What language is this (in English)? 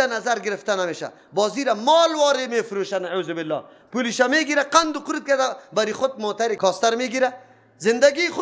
Persian